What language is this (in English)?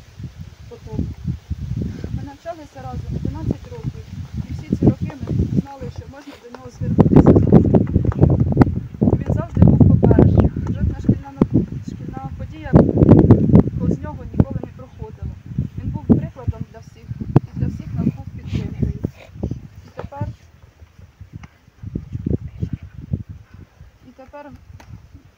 Ukrainian